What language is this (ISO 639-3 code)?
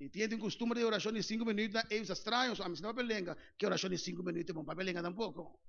pap